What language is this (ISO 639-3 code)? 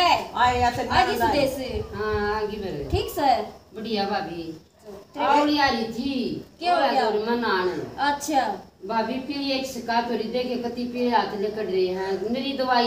bgc